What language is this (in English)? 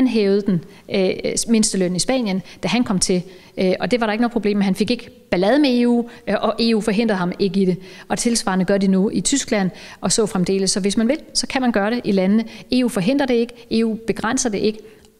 Danish